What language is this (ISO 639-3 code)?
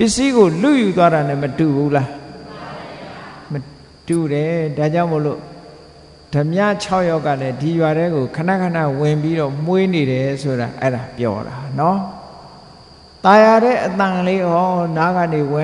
mya